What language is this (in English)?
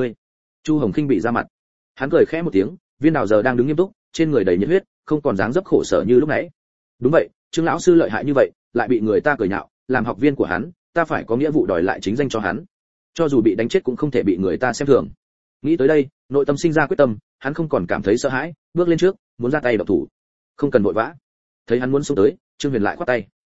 Vietnamese